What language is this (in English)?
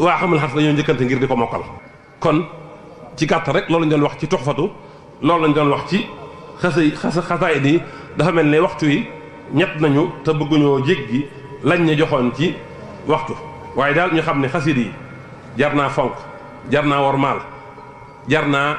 Wolof